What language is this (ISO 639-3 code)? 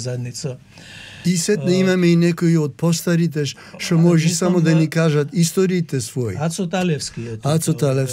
mkd